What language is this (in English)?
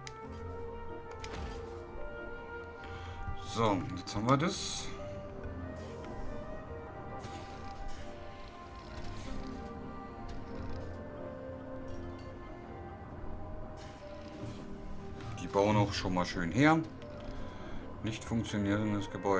German